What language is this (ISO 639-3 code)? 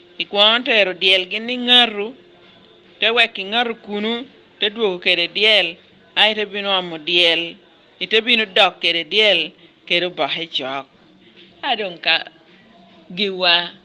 laj